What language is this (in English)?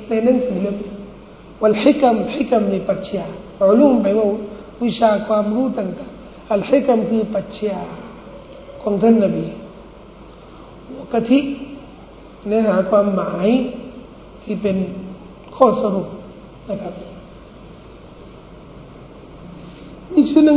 Thai